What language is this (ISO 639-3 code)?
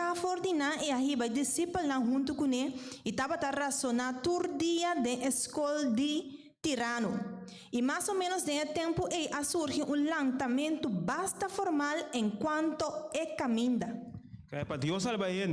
pap